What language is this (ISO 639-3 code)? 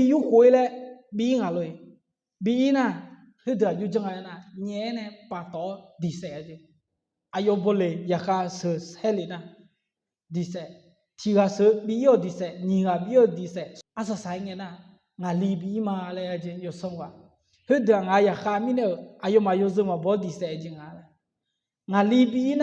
ahk